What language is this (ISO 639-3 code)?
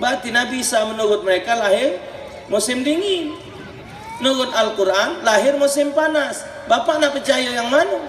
mui